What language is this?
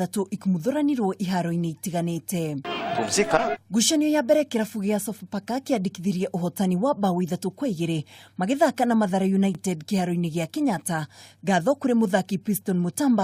Kikuyu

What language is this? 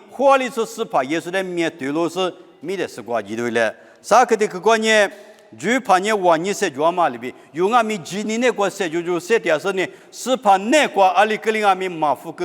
Lisu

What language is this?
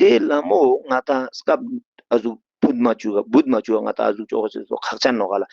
Ladakhi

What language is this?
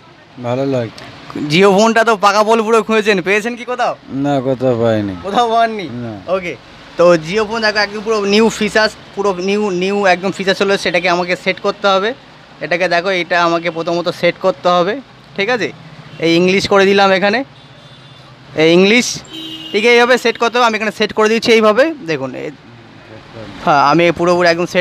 Bangla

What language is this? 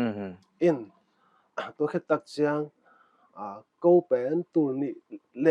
Paite Chin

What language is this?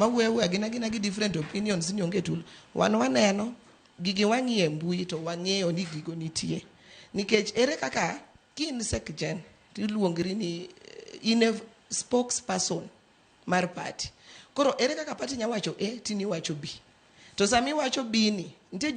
Luo (Kenya and Tanzania)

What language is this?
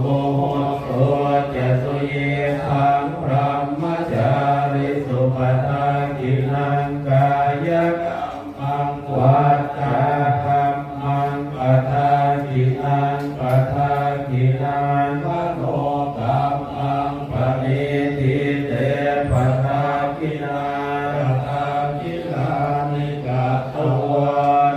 Pali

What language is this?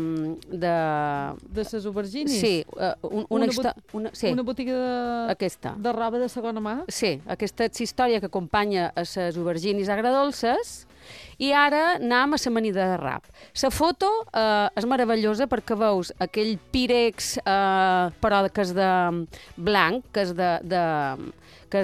Catalan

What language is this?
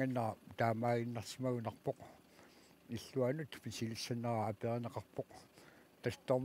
Kalaallisut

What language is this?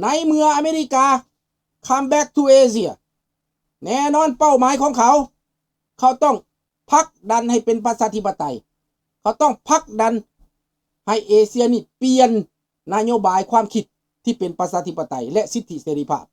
Lao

